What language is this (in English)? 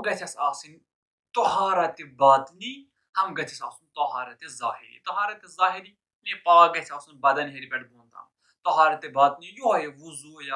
Kashmiri